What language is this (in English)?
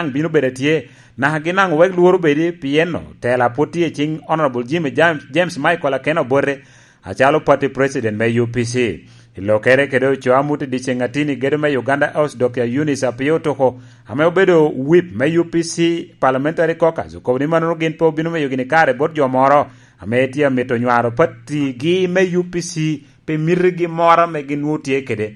Lango (Uganda)